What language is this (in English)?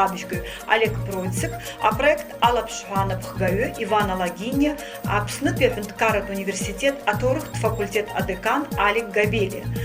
Abkhazian